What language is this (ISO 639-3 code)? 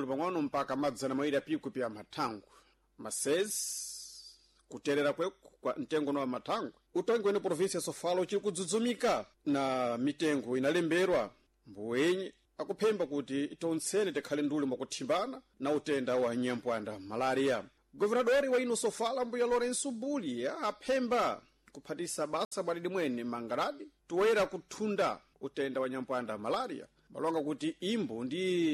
seh